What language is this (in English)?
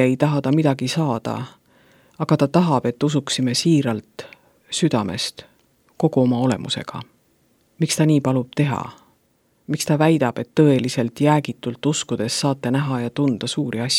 Estonian